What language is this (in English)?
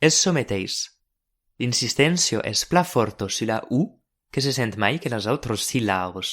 Occitan